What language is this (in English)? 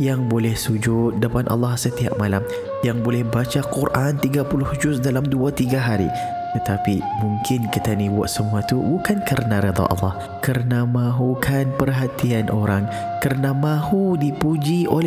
Malay